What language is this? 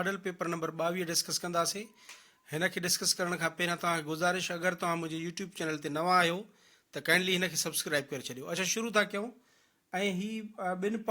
Sindhi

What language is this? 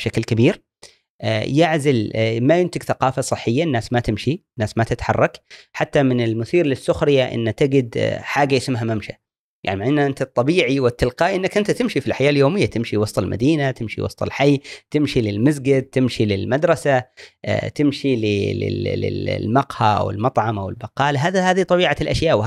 Gulf Arabic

